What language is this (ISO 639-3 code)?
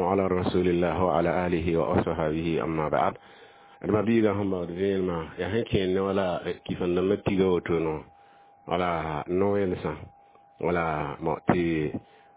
mos